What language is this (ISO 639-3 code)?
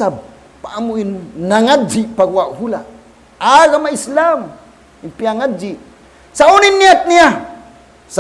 tsg